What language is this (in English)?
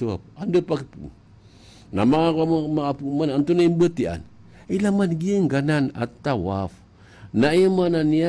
Maranao